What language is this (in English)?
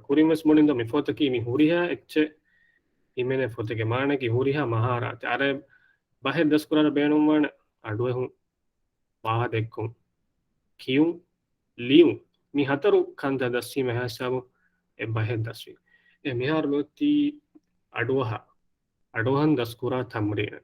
Divehi